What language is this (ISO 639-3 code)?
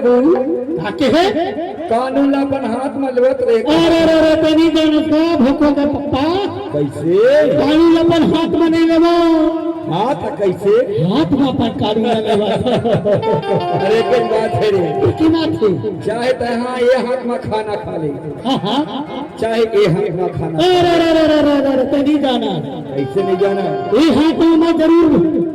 hne